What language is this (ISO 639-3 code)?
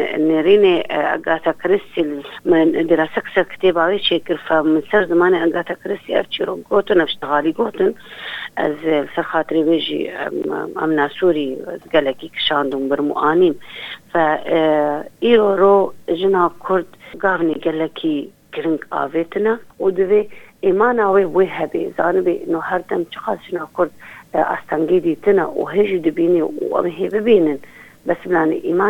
kur